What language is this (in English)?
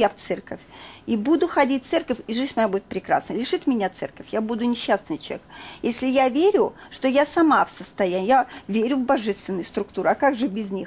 Russian